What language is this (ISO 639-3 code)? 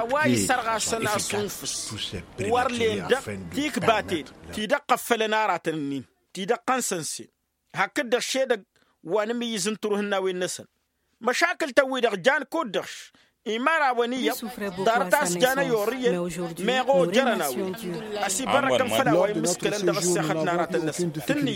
taq